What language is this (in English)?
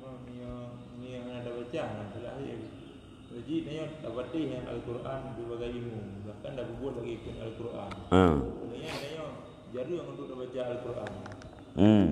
Achinese